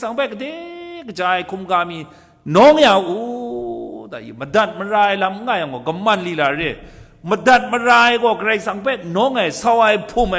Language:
Kachin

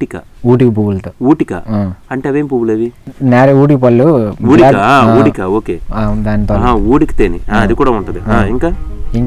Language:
Telugu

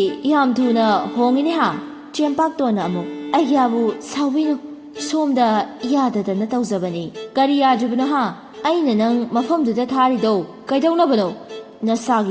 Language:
Manipuri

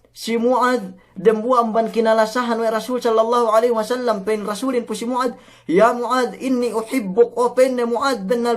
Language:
Yakan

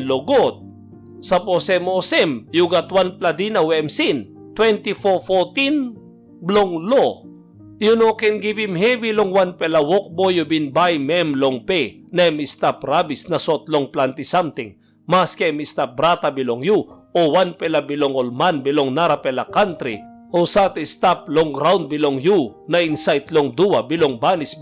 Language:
Tok Pisin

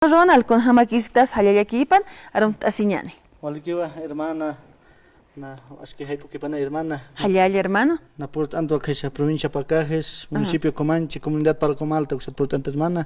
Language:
Aymara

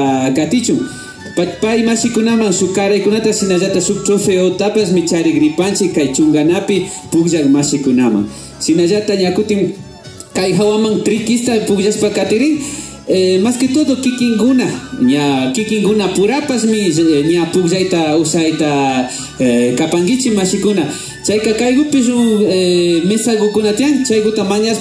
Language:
Imbabura Highland Quichua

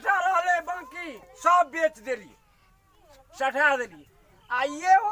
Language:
Maithili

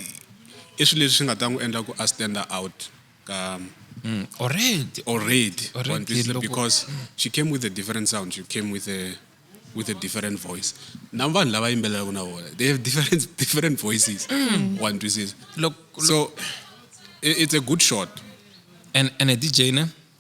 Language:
Tsonga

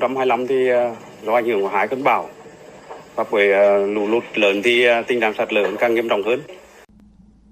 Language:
Vietnamese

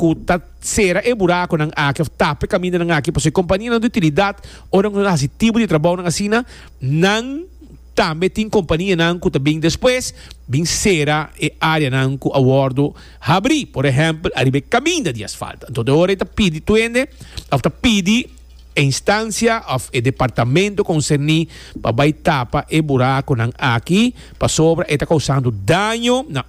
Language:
Papiamento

